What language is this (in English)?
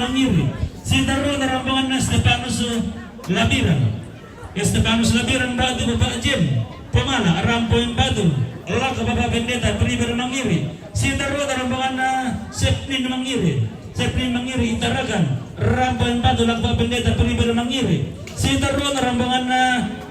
Toraja-Sa'dan